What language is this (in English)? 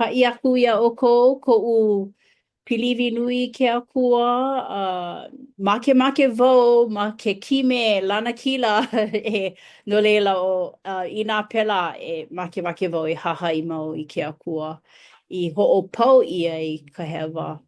Hawaiian